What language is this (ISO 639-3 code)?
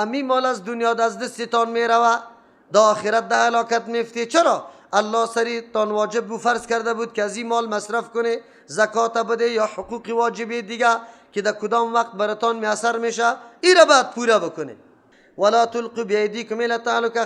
fas